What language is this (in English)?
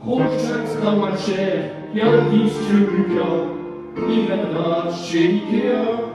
Picard